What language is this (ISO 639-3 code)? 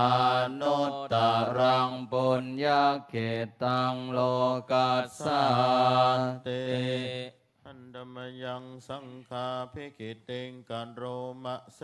pli